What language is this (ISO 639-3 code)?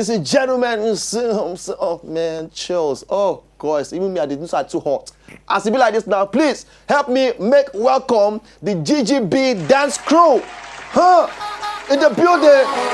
pcm